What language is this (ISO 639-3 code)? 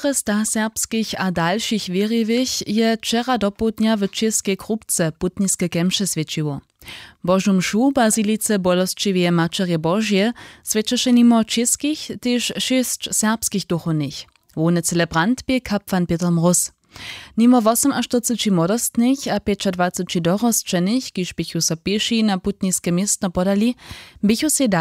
hsb